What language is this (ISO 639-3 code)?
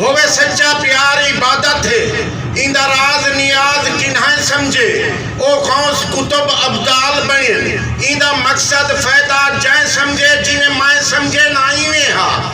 skr